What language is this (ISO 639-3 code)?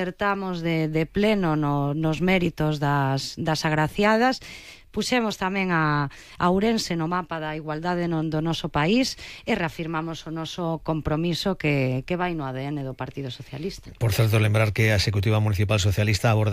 glg